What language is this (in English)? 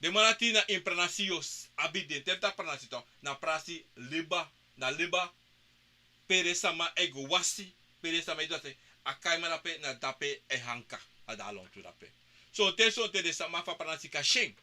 Sranan Tongo